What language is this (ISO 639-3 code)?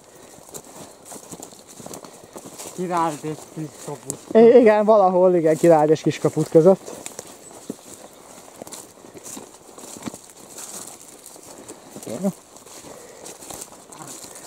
hun